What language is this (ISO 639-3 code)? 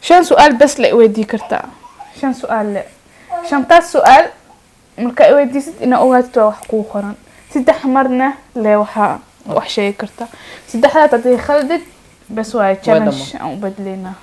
som